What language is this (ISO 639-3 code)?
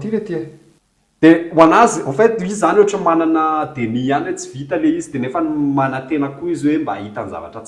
mlg